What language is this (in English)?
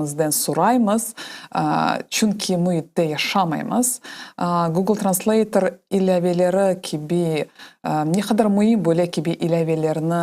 Crimean Tatar